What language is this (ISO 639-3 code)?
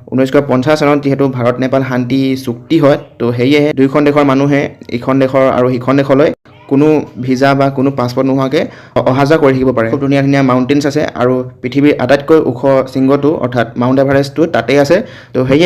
asm